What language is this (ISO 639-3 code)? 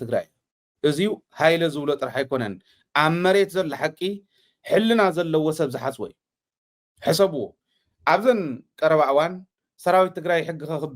tir